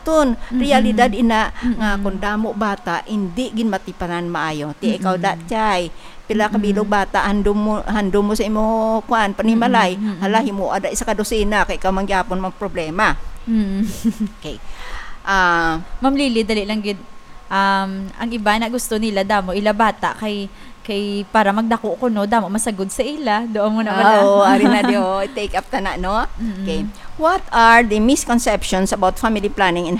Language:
Hiligaynon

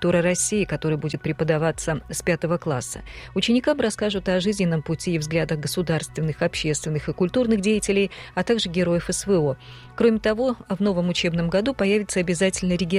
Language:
Russian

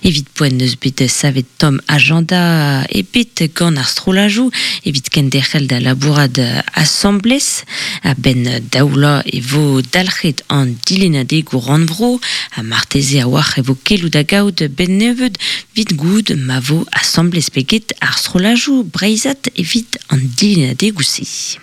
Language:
Breton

